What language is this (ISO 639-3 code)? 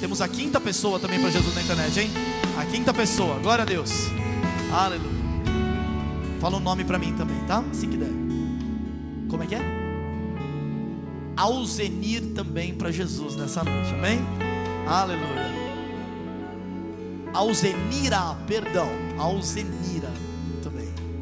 por